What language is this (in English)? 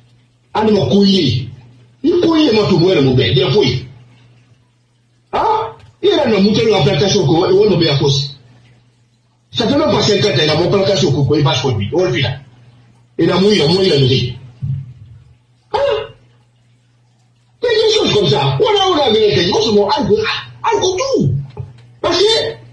French